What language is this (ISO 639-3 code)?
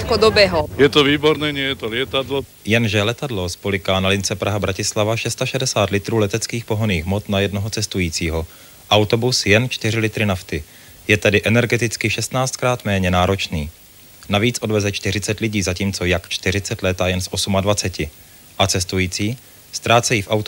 ces